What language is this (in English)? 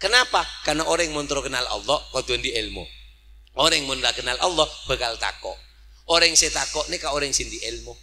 Madurese